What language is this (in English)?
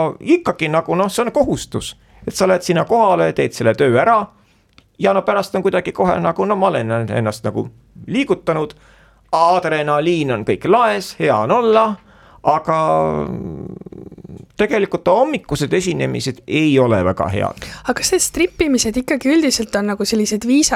Estonian